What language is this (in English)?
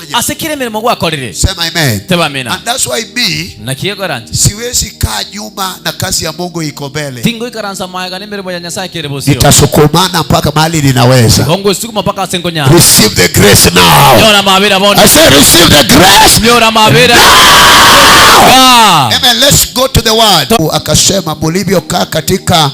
Gusii